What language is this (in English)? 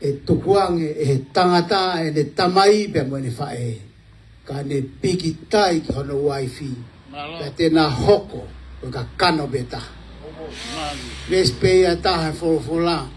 Tongan